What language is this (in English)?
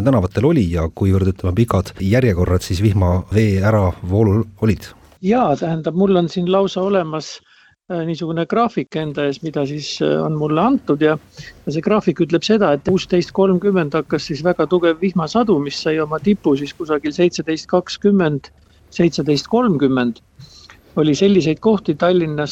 Estonian